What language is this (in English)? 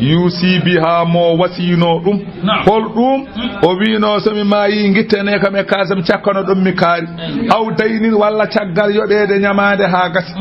Fula